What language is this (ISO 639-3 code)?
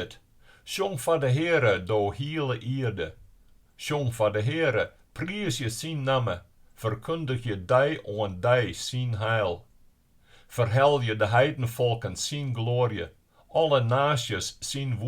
fry